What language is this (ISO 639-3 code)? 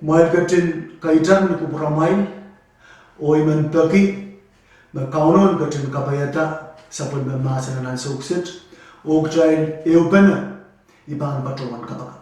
pon